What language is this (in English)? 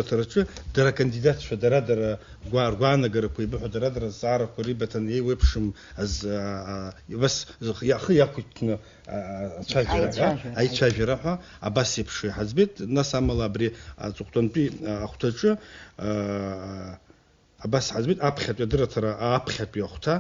Abkhazian